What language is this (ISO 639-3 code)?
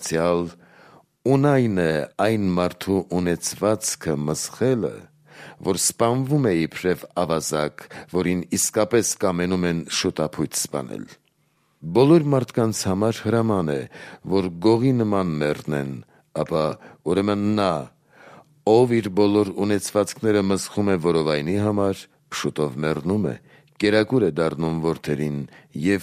hye